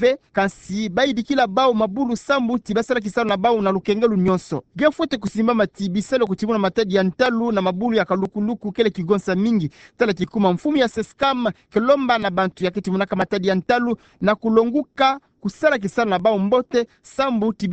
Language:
Kituba (Democratic Republic of Congo)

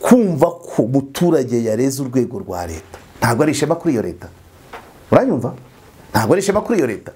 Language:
Kinyarwanda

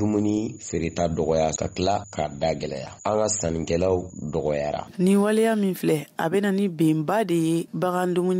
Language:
Bambara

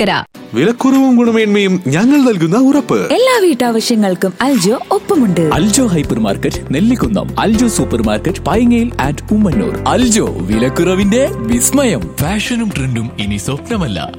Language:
Malayalam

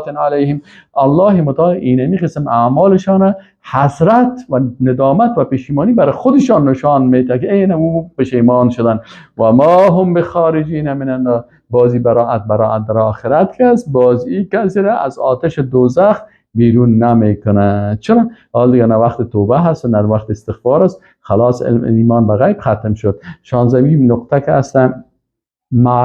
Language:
Persian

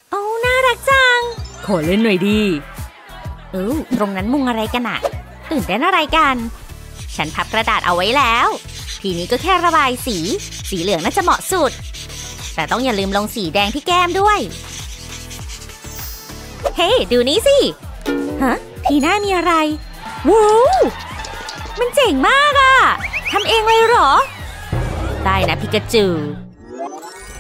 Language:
Thai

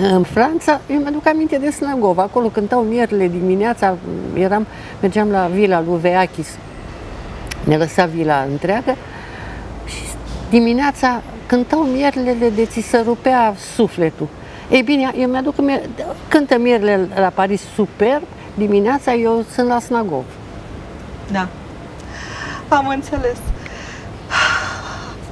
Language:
Romanian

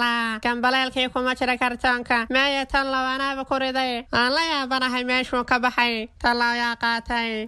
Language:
Somali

